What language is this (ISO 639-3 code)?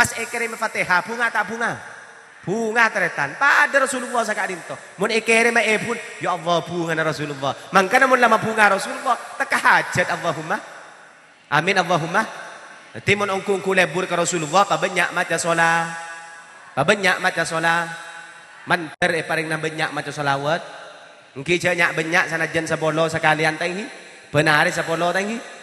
mad